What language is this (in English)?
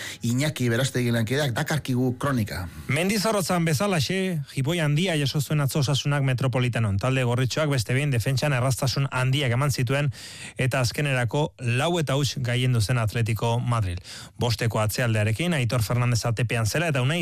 Basque